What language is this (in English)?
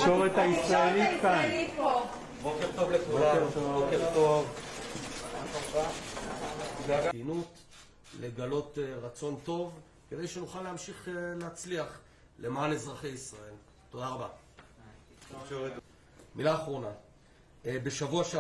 Hebrew